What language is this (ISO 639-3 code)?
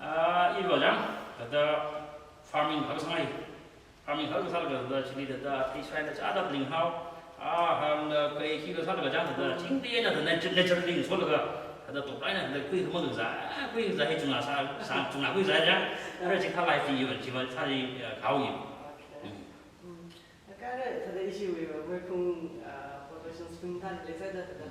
nmf